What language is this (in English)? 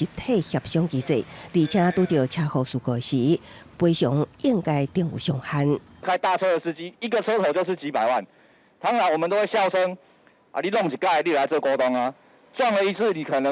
Min Nan Chinese